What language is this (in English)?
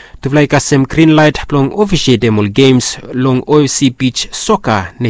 Bislama